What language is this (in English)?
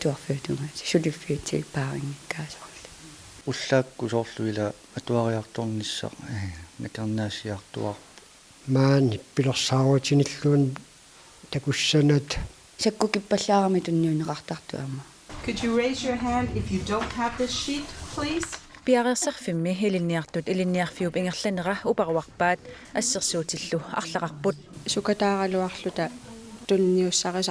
Kalaallisut